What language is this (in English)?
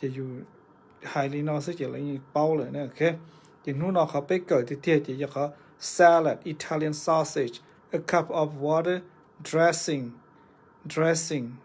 Hmong